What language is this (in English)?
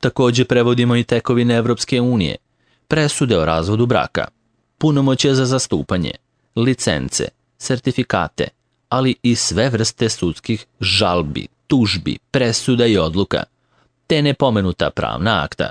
Serbian